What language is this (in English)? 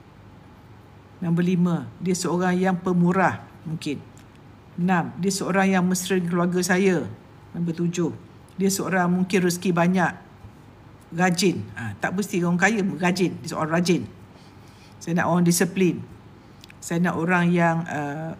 Malay